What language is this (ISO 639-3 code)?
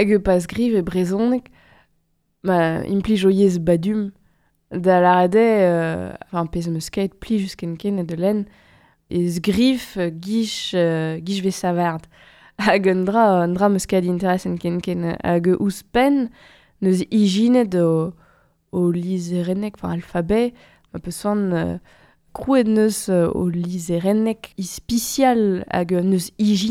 bre